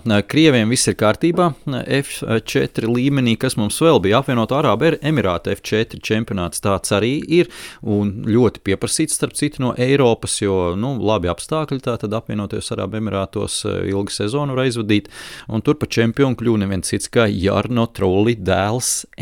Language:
Latvian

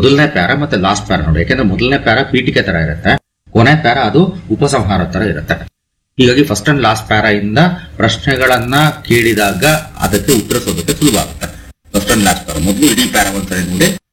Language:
Kannada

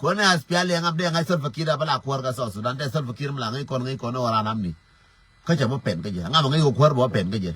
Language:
Nuer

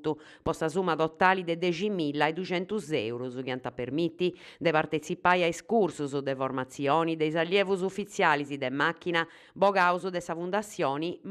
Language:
Sardinian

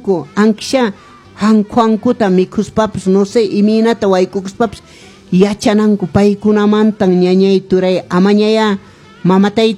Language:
Quechua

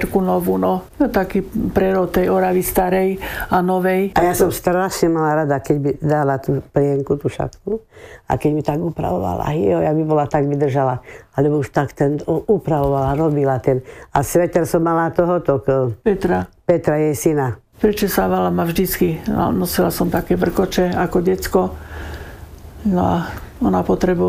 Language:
Slovak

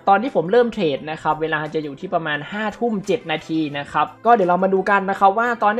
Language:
Thai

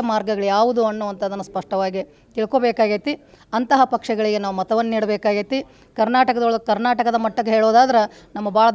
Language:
Kannada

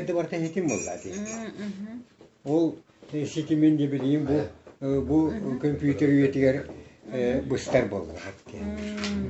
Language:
Yakut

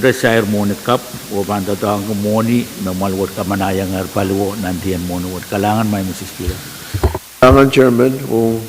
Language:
Pohnpeian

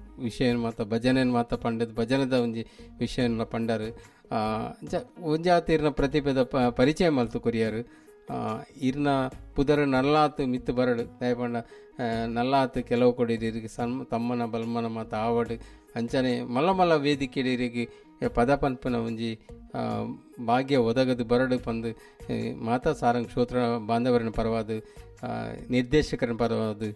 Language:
Tulu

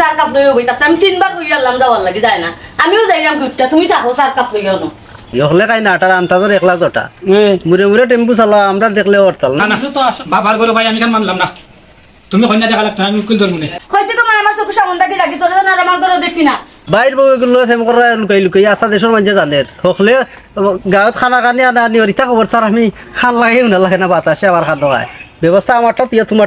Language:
Sylheti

